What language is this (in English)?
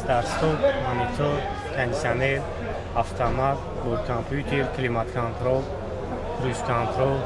Tajik